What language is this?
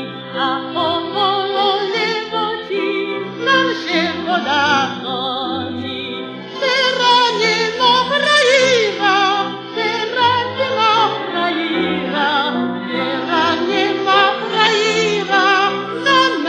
Slovak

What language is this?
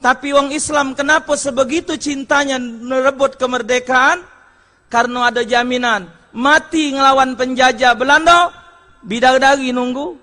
Musi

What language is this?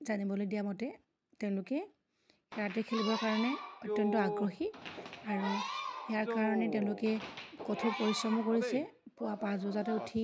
Assamese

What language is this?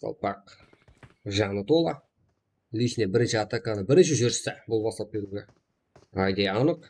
Kara-Kalpak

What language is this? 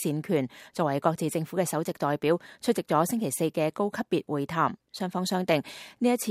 Cantonese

